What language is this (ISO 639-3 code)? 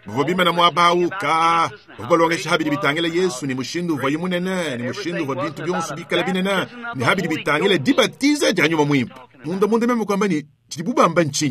lua